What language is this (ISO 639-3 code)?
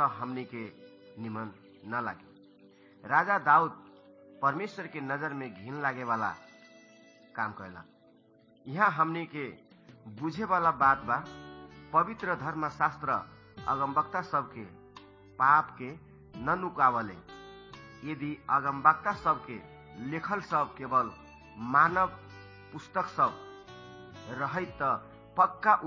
bho